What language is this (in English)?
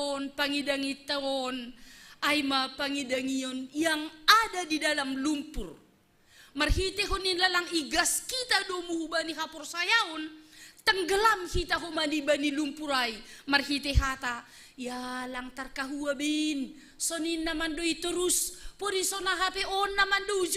Batak Simalungun